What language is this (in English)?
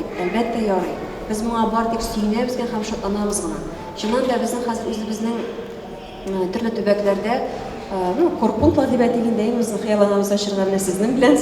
Tatar